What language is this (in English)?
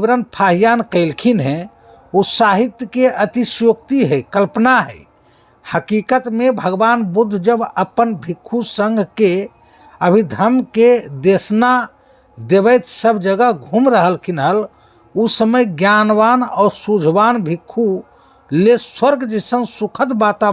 Magahi